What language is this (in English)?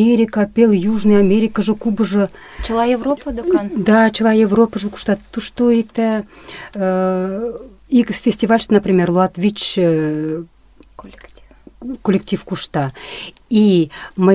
Mari